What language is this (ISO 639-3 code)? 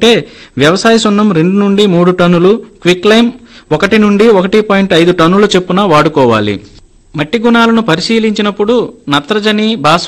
tel